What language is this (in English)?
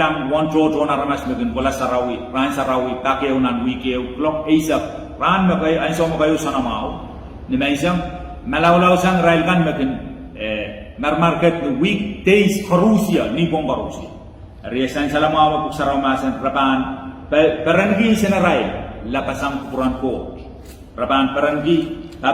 Pohnpeian